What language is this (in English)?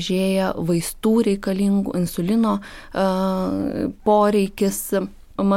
Lithuanian